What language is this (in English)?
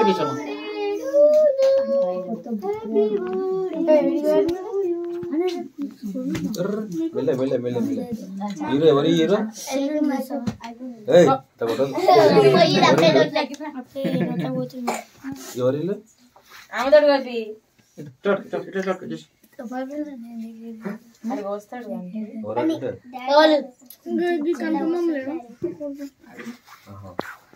Telugu